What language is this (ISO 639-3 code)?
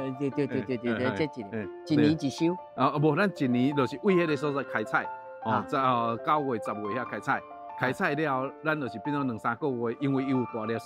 nan